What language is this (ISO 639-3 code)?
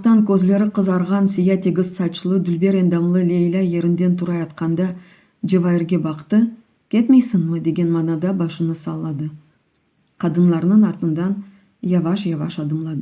crh